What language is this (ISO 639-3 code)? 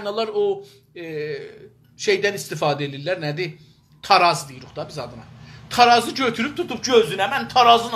azb